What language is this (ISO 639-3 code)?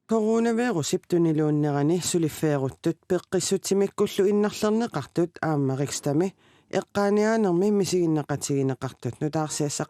kal